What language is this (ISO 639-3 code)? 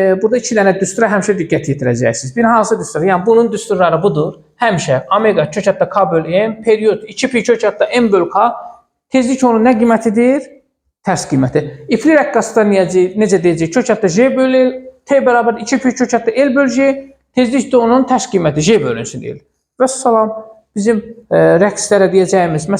aze